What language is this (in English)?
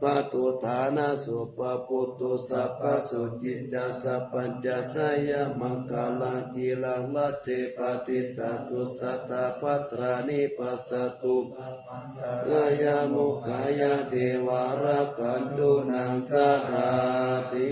Pali